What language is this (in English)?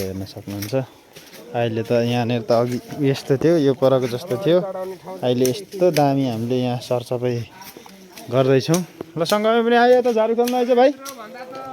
Nepali